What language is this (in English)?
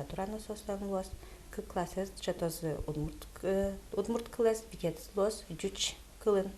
Udmurt